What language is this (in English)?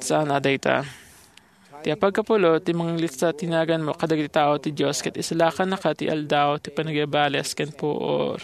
Iloko